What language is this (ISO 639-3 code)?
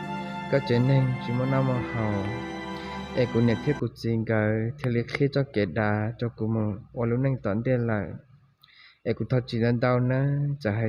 hmn